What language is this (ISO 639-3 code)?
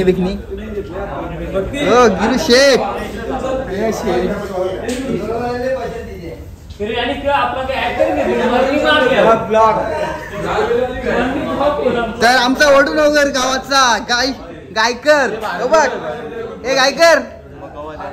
mar